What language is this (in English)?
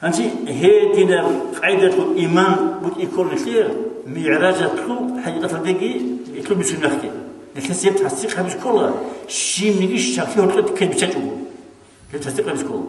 Avaric